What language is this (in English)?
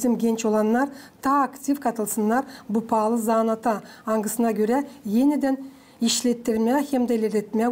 Gagauz